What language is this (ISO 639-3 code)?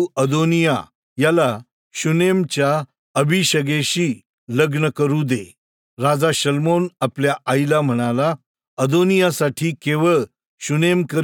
mar